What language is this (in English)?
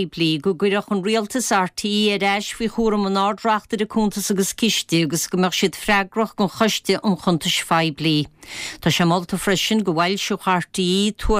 Irish